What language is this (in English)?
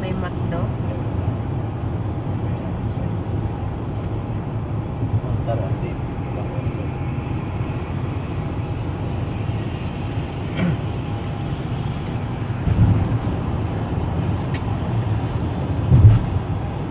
Filipino